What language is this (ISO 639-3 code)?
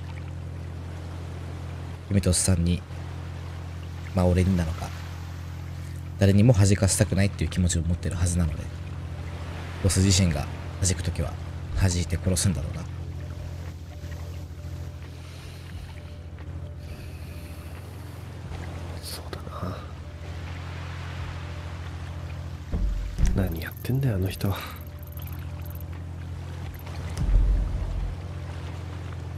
jpn